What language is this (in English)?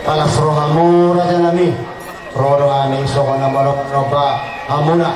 Batak Toba